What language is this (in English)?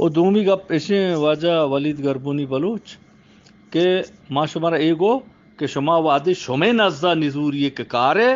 Eastern Balochi